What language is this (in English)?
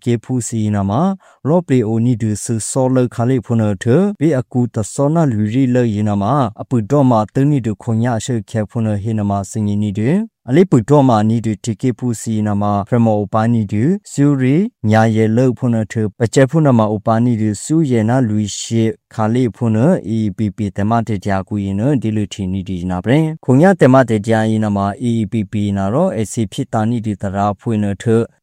Burmese